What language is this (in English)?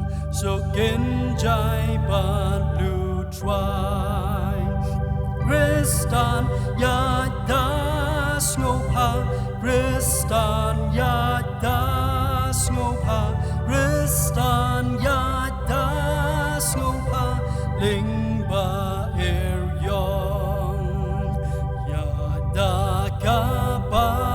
Khasi